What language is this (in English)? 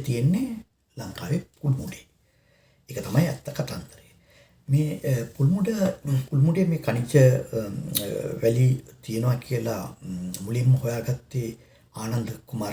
Sinhala